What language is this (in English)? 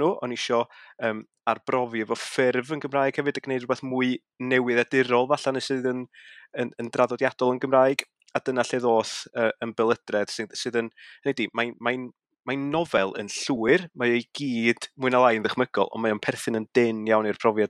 Welsh